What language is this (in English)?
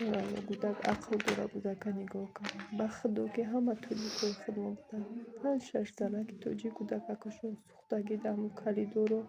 Tajik